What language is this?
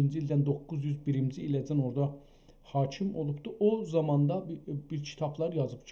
South Azerbaijani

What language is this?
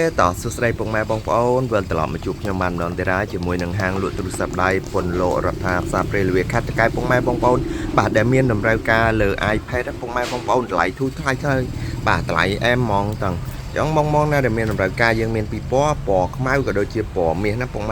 Khmer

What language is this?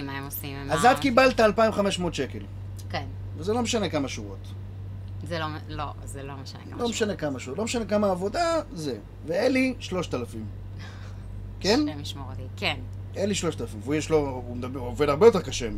Hebrew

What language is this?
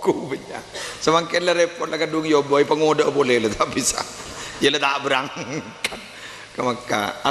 Madurese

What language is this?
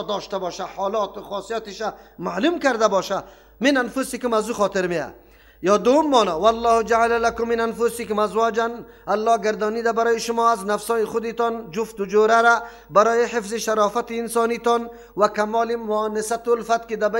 Persian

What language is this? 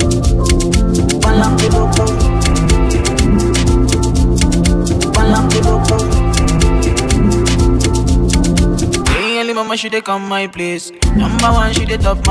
English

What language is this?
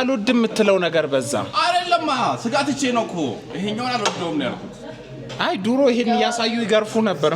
Amharic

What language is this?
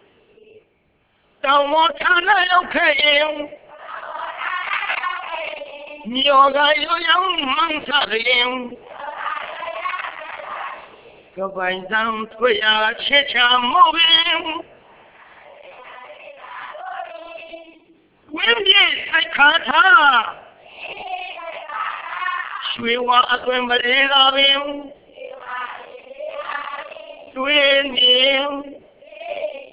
Burmese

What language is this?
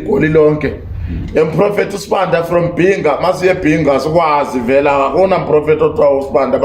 Zulu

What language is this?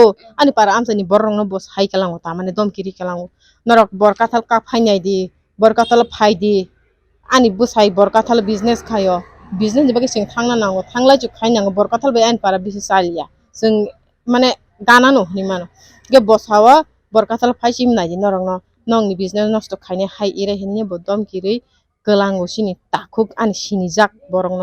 Kok Borok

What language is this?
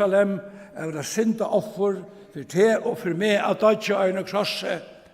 Faroese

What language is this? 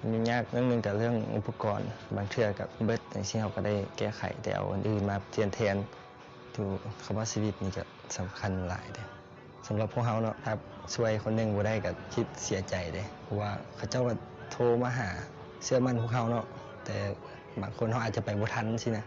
Lao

